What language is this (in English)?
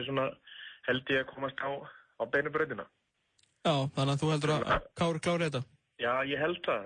Icelandic